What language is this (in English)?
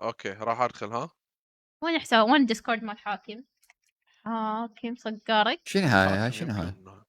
Mesopotamian Arabic